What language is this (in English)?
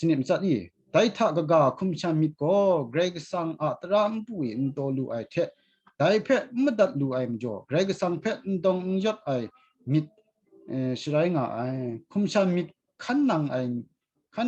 Kachin